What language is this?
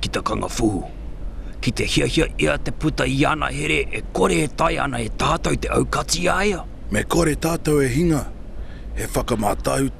Māori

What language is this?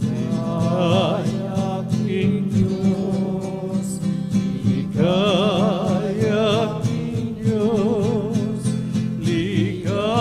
Pampanga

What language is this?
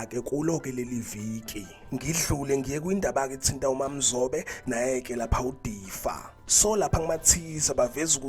Zulu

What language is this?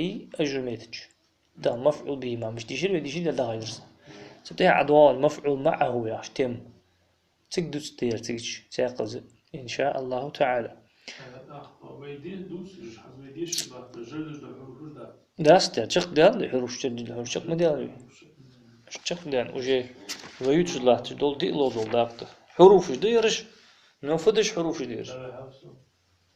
Ingush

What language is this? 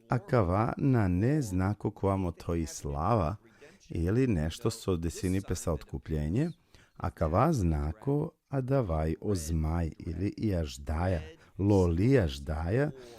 Balkan Romani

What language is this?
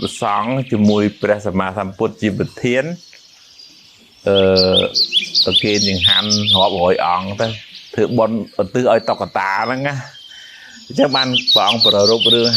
Khmer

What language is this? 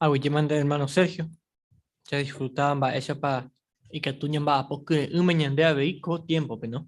Guarani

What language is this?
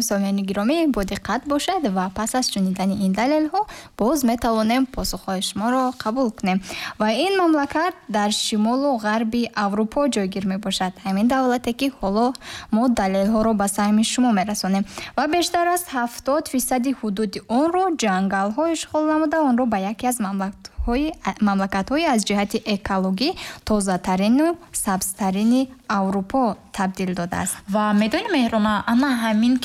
Tajik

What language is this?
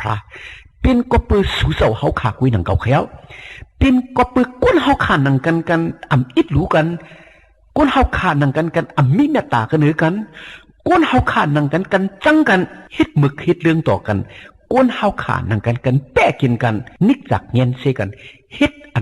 Shan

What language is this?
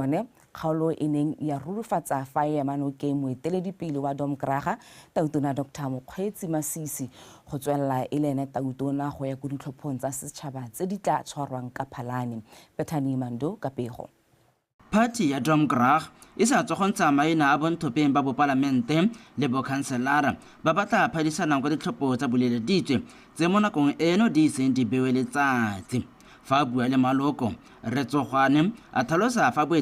Tswana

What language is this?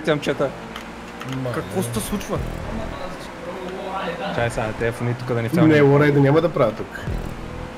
Bulgarian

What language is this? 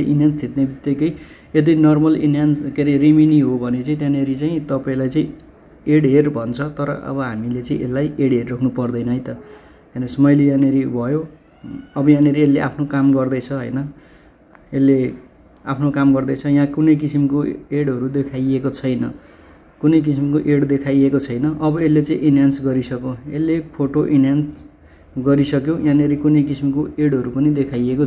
Nepali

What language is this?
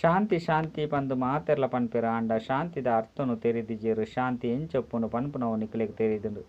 Tulu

